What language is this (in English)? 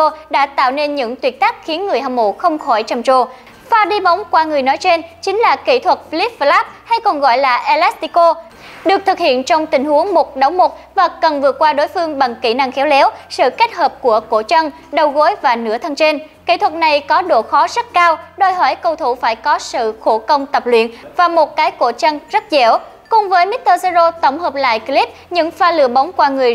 Vietnamese